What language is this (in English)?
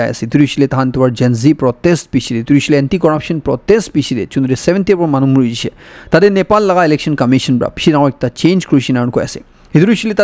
Naga Pidgin